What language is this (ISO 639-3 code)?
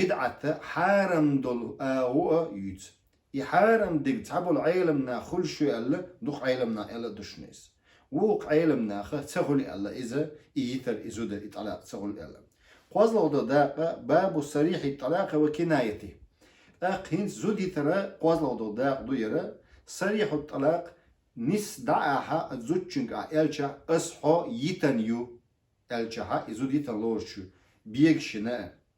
che